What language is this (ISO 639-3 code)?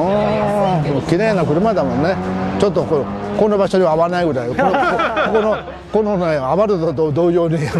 jpn